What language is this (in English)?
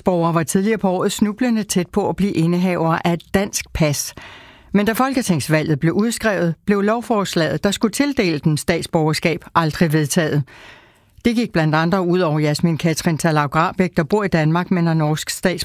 Danish